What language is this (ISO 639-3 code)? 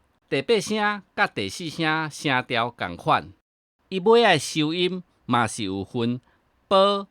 nan